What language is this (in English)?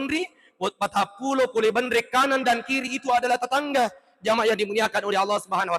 Buginese